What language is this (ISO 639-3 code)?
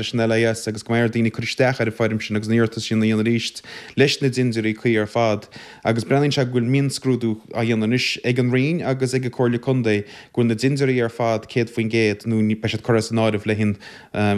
gle